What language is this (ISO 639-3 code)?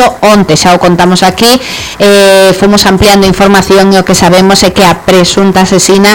glg